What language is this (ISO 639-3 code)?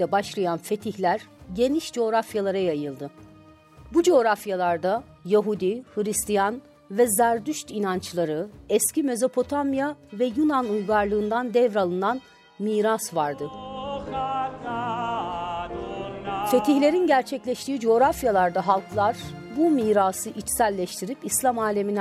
tur